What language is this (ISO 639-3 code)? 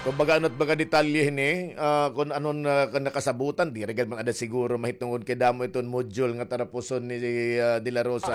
war